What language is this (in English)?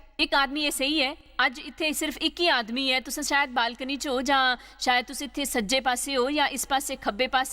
Dogri